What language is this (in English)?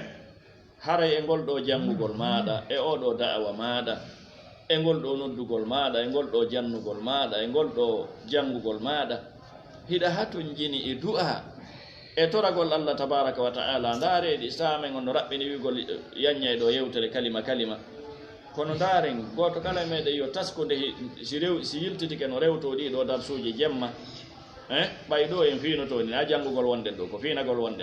Fula